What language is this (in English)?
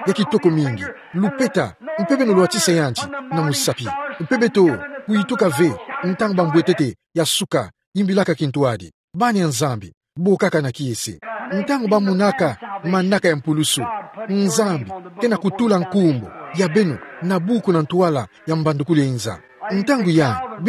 Kituba (Democratic Republic of Congo)